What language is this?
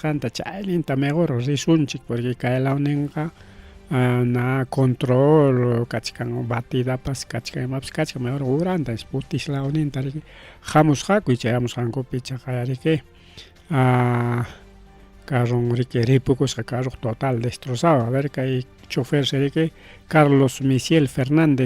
Ayacucho Quechua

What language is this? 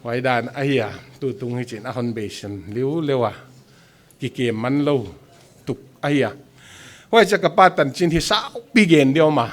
Paite Chin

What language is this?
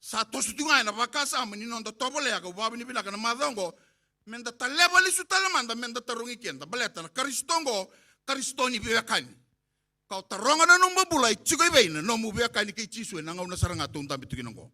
Fijian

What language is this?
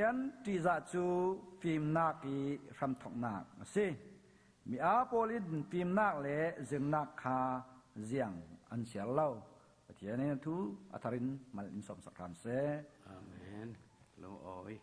Falam Chin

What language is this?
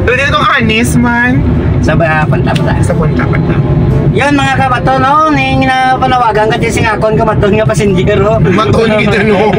Hiligaynon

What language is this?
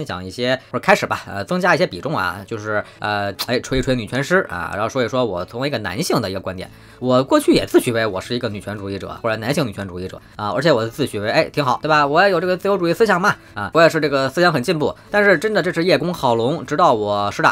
Chinese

